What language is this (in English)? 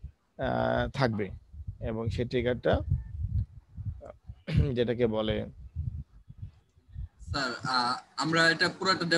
Bangla